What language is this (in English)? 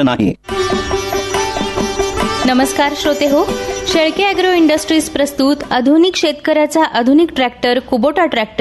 Marathi